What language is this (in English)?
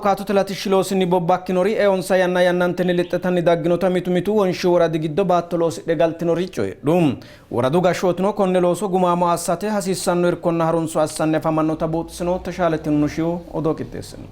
Sidamo